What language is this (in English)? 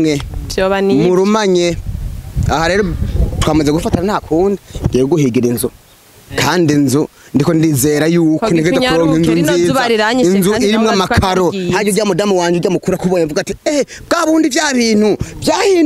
Rundi